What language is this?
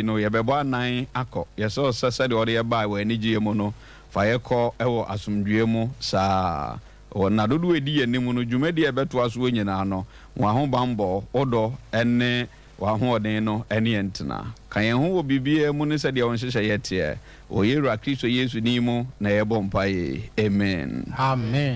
Akan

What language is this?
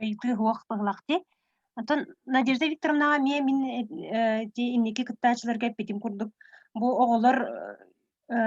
Yakut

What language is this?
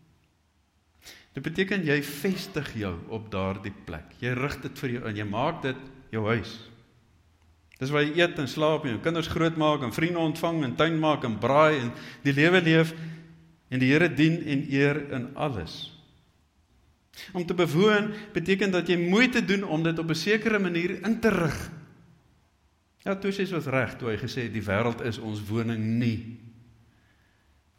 Afrikaans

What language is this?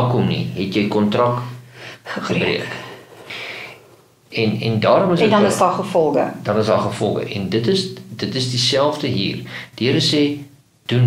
Afrikaans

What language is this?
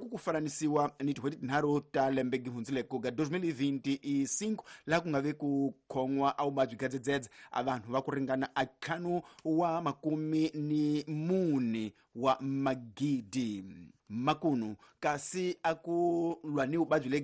Tsonga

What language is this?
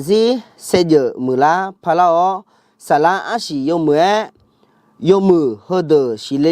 Akha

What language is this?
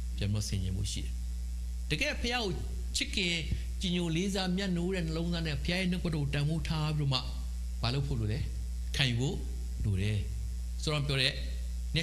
Burmese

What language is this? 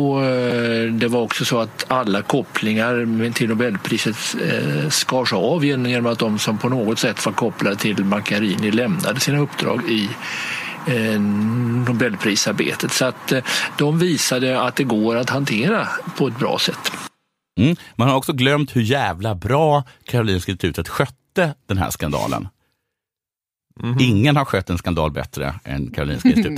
Swedish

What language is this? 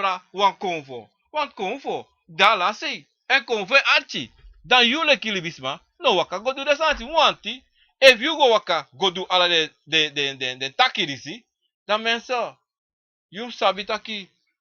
Sranan Tongo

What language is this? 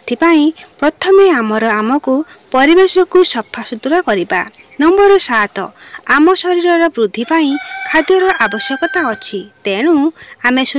Odia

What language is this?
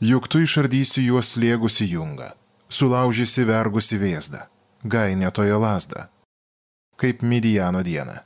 Lithuanian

